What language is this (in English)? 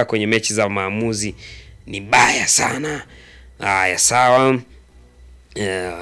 Swahili